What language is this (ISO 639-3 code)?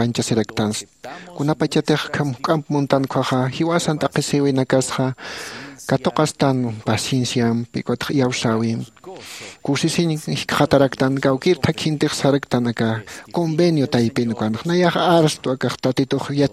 aym